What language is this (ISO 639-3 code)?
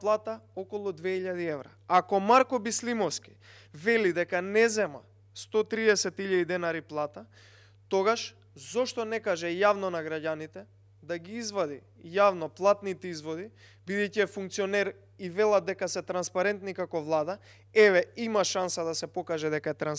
mkd